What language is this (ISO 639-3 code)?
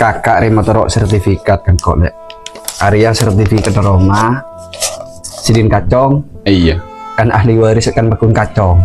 mad